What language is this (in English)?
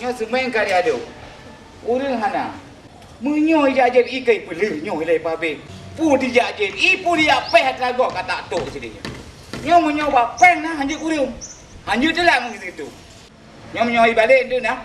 Achinese